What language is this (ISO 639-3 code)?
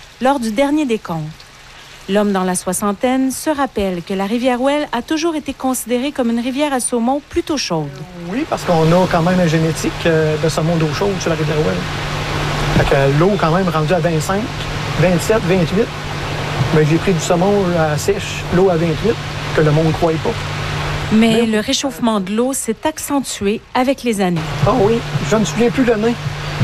fra